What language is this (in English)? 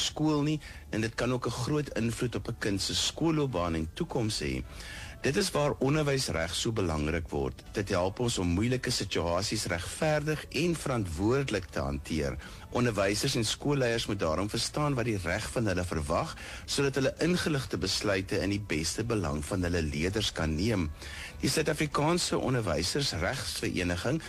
Afrikaans